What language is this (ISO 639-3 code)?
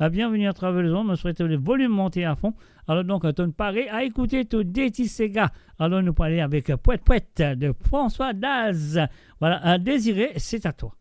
mfe